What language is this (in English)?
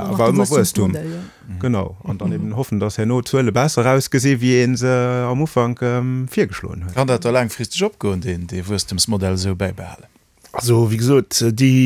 Luxembourgish